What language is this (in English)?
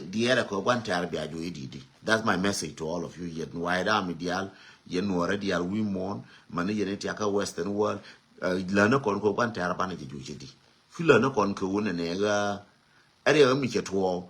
Nuer